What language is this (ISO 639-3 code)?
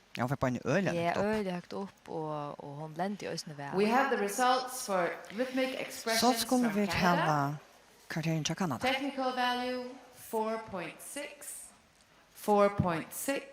fao